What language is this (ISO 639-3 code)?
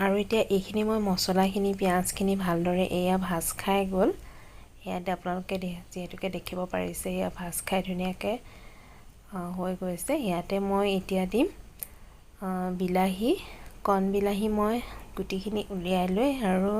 asm